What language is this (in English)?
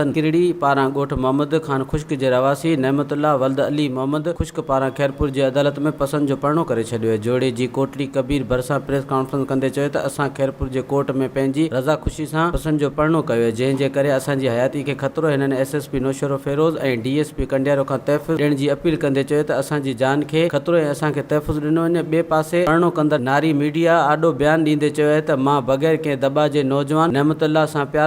Sindhi